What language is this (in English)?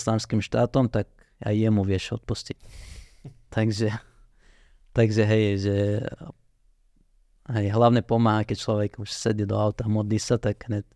Slovak